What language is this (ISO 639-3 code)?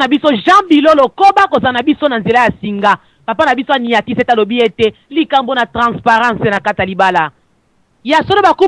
lin